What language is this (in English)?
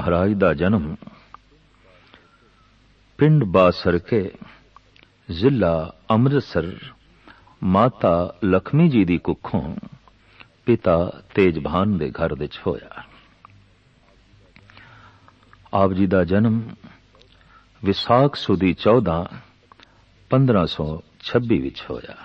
Punjabi